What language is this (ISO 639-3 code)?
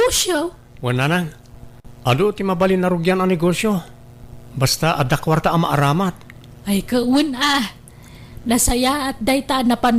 ilo